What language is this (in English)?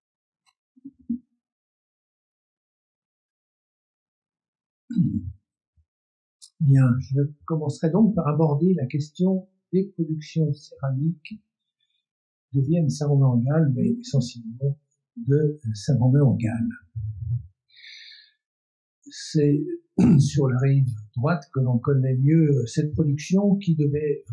French